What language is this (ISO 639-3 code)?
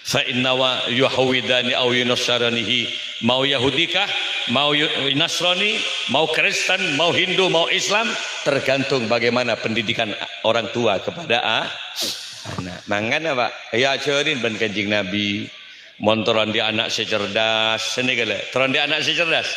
mad